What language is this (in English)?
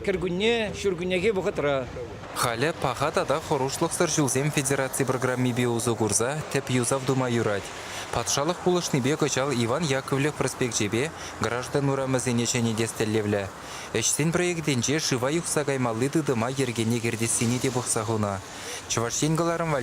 Chuvash